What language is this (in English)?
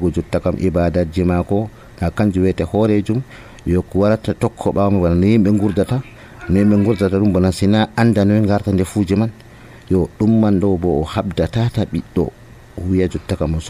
Nigerian Fulfulde